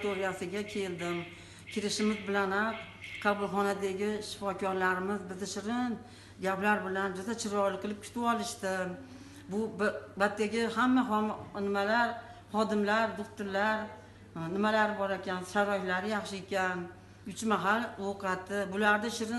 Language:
Uzbek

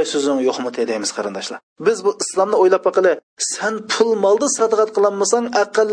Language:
Uyghur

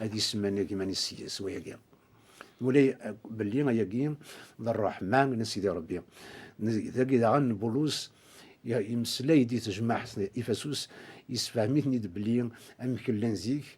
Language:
Kabyle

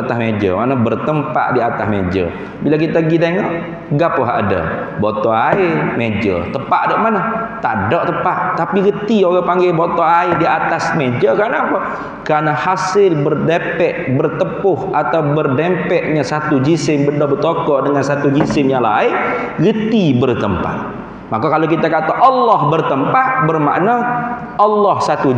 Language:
Malay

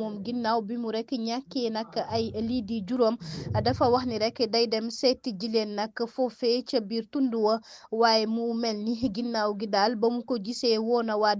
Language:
Wolof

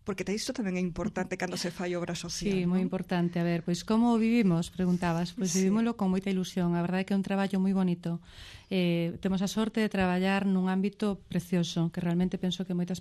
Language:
Galician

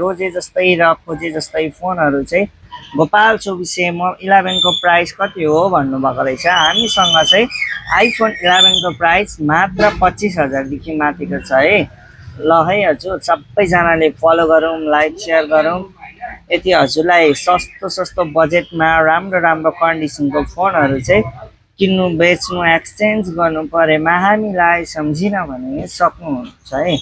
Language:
Nepali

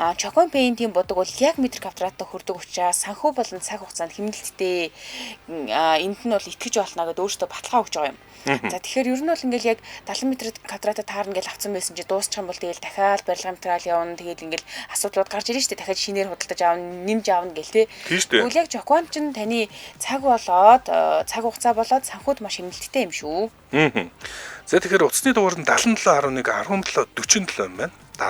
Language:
Mongolian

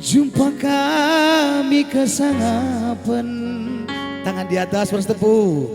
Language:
Batak Karo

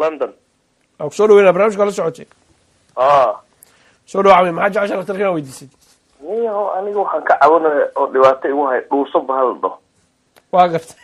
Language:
Somali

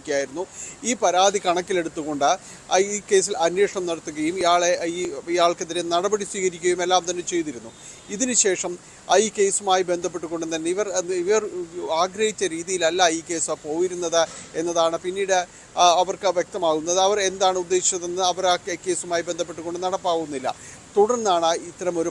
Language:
Malayalam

